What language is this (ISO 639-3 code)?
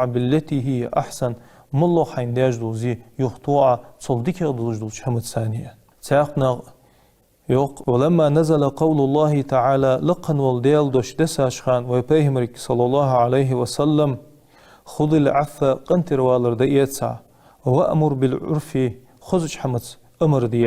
inh